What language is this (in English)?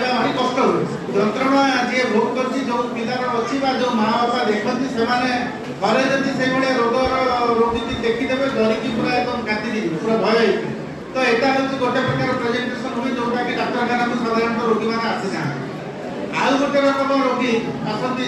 Odia